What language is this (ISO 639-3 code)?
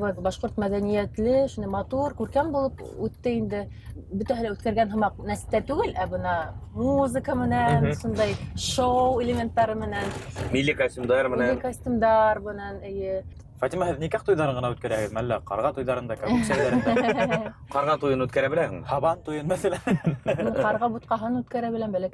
bak